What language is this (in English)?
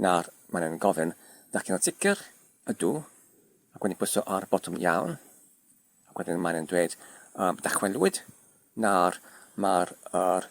Welsh